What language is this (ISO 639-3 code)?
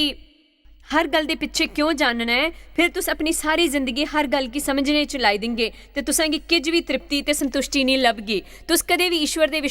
doi